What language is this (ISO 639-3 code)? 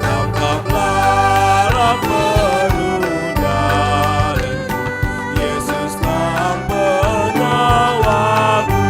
btx